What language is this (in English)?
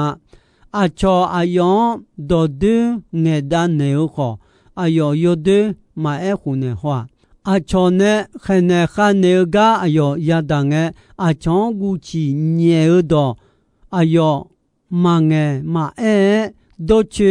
Akha